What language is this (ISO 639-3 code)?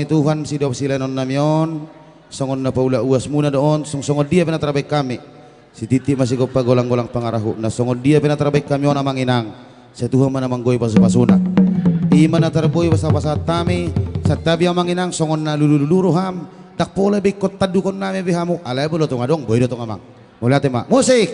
bts